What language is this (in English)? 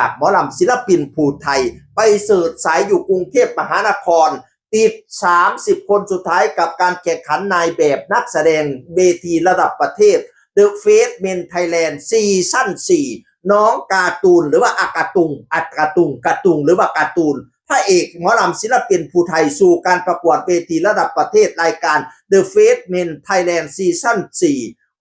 Northeastern Thai